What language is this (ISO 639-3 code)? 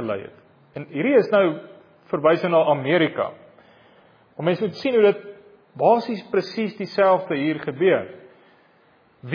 afr